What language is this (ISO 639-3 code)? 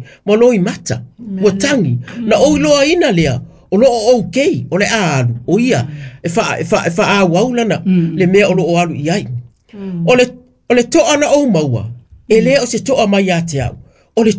smo